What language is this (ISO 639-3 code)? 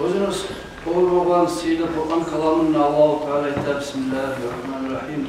kum